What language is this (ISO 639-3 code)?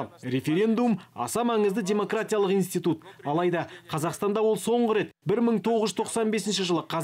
kaz